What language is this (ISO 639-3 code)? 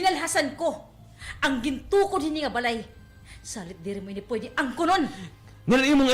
war